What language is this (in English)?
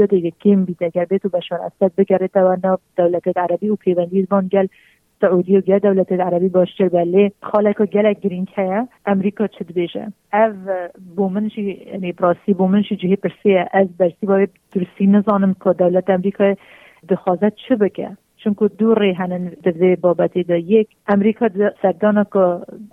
Kurdish